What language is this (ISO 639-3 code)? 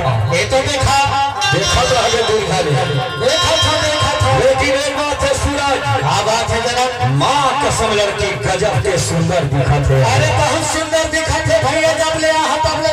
hne